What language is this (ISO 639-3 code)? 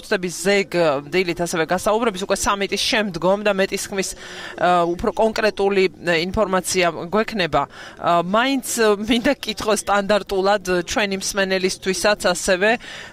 kat